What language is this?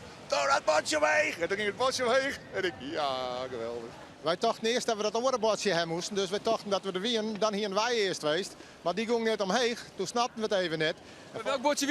Western Frisian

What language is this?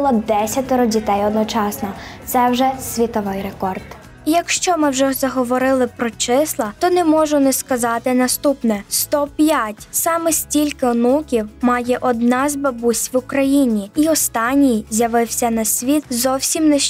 Ukrainian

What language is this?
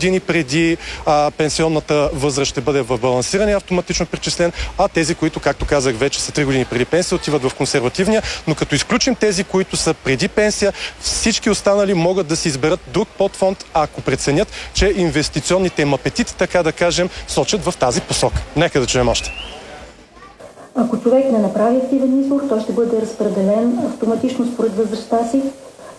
Bulgarian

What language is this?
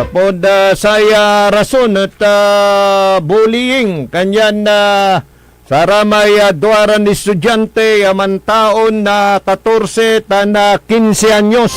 Pangasinan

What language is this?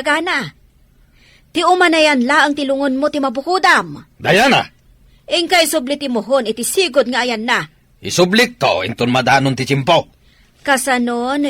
Iloko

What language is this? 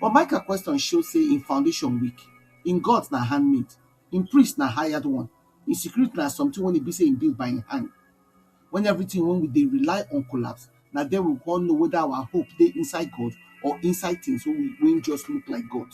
Nigerian Pidgin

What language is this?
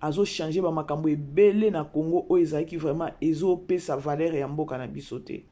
Lingala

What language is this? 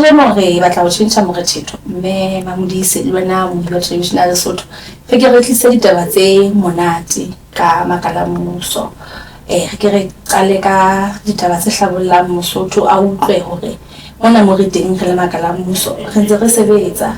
Southern Sotho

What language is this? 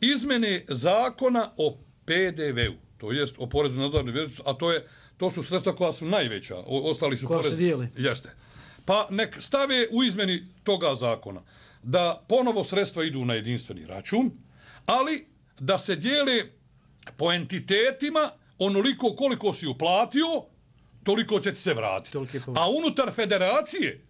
Bosnian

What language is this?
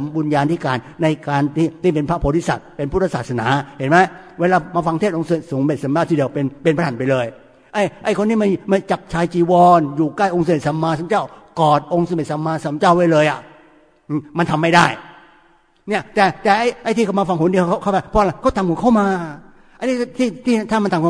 Thai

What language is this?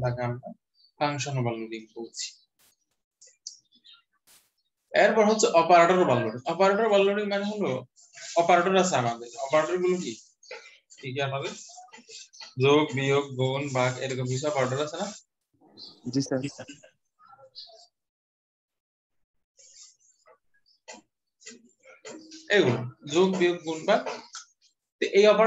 Bangla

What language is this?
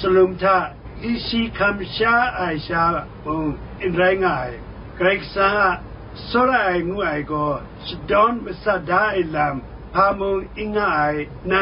Kachin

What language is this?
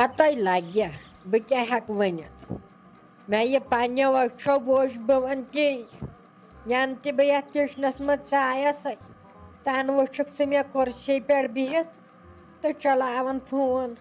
Kashmiri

